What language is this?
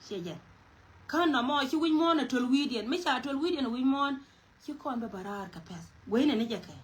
Nuer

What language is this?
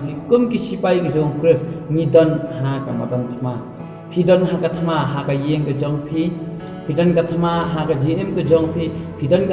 Khasi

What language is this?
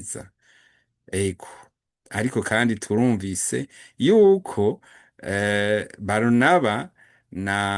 Rundi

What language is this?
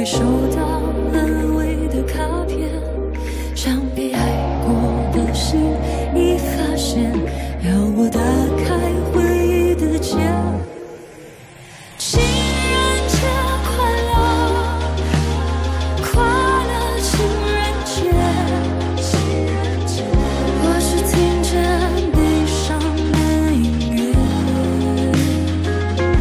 Chinese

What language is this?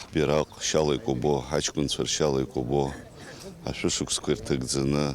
Abkhazian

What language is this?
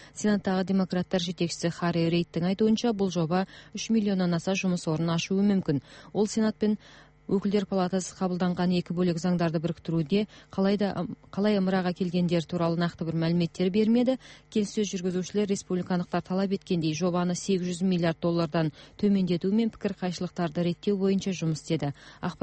Kazakh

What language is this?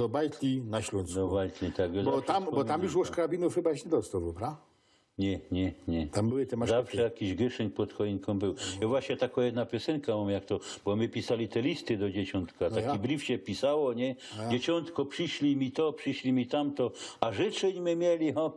Silesian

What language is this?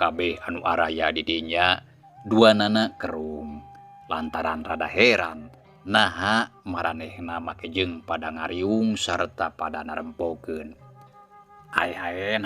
Sundanese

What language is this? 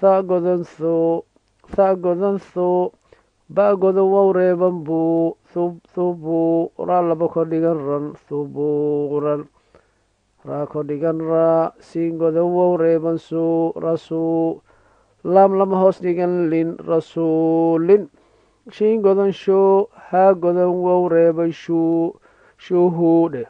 Somali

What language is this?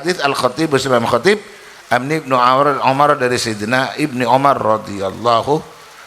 Madurese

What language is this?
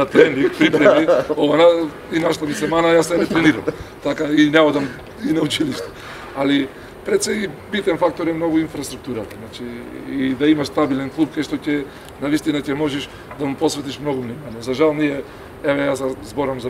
Macedonian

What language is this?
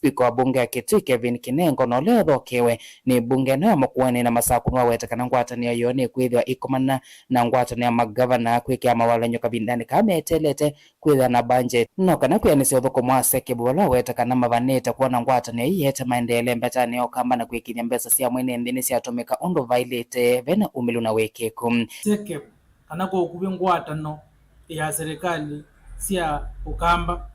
Kamba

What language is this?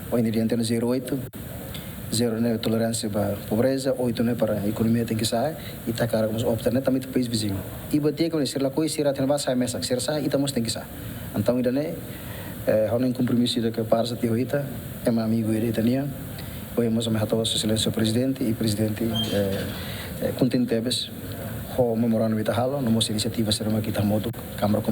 Tetum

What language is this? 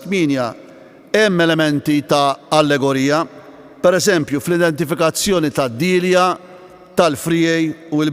Maltese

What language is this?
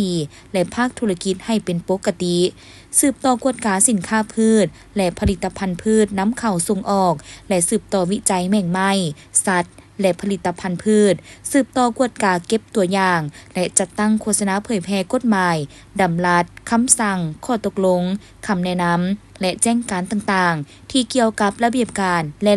Lao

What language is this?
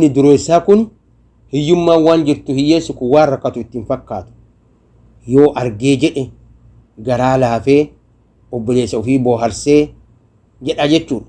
Oromo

